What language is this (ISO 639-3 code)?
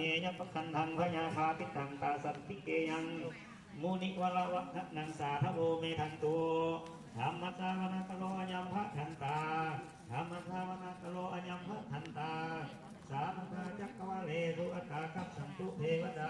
pli